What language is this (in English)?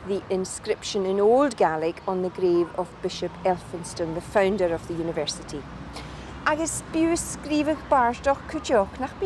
Scottish Gaelic